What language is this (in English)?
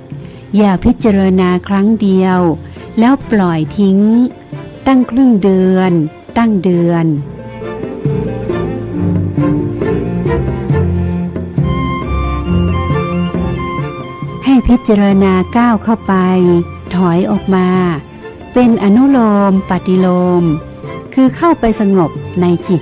Thai